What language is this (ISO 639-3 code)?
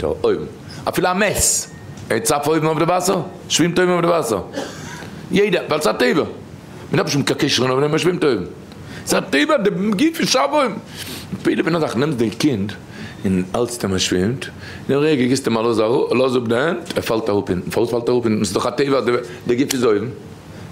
yid